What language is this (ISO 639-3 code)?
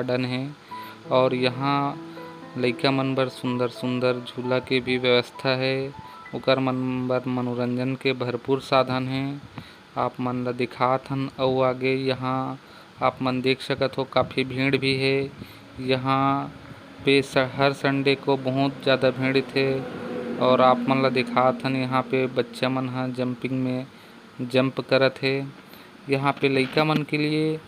hne